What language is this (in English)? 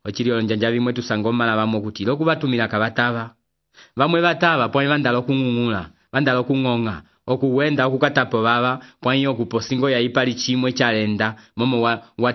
Umbundu